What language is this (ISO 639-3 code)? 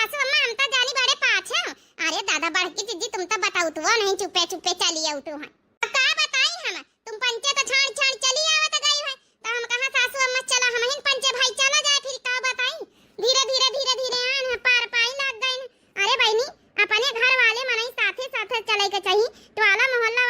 awa